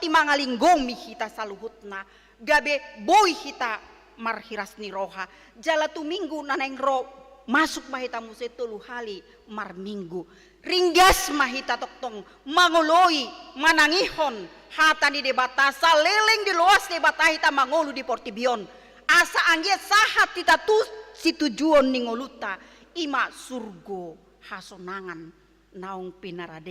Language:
Batak Toba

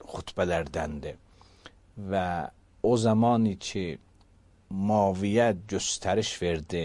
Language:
Azerbaijani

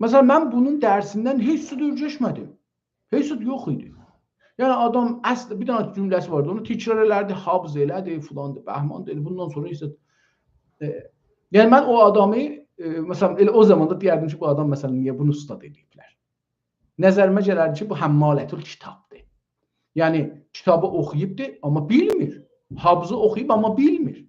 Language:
South Azerbaijani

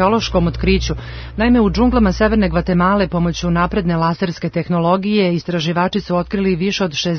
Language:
Serbian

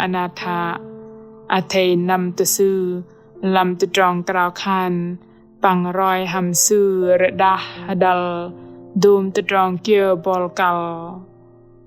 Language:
Bahnar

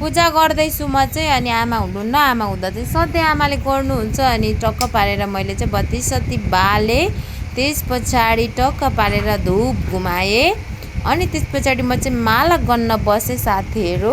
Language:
Nepali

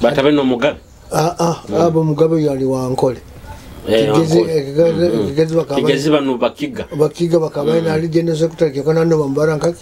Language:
Nyoro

